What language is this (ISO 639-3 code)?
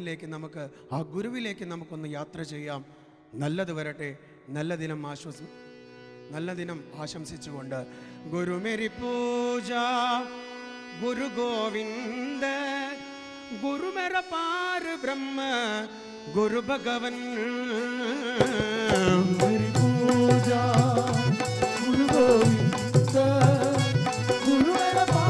mal